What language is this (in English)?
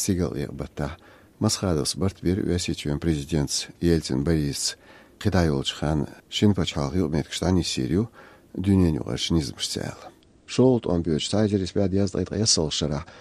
Chechen